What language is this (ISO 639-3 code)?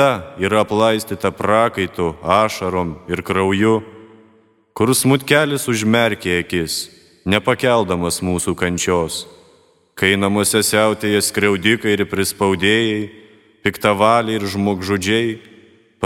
lit